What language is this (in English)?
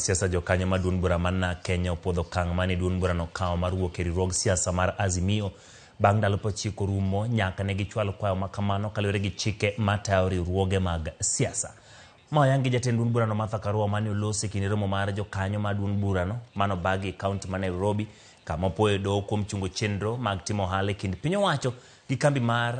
Luo (Kenya and Tanzania)